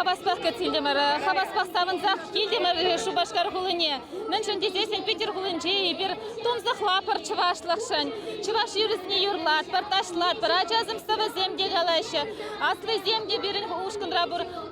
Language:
Chuvash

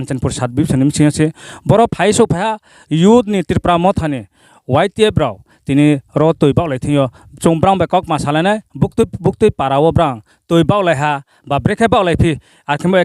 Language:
Riang (India)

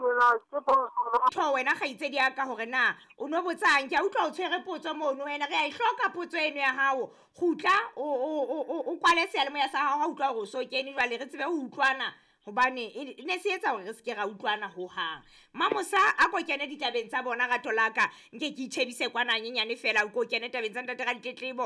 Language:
Southern Sotho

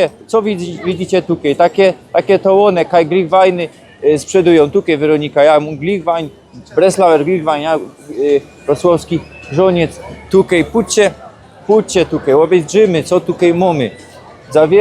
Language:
Silesian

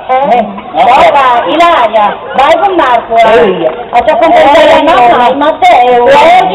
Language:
Sardinian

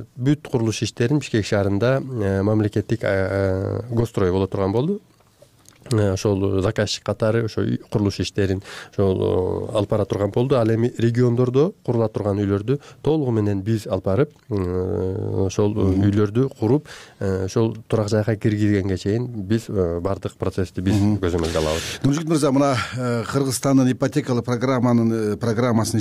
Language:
Kyrgyz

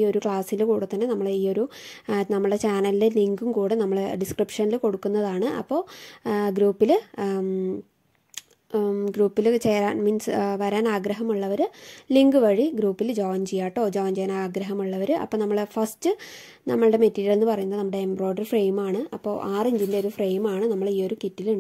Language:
Malayalam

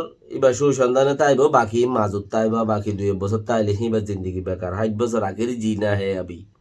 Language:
Rohingya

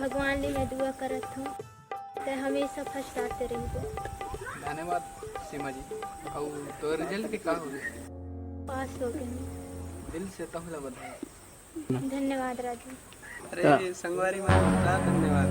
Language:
Chhattisgarhi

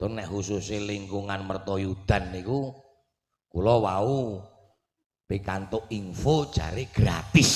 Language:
Javanese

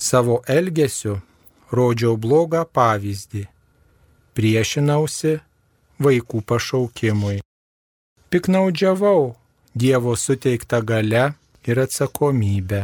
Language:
Lithuanian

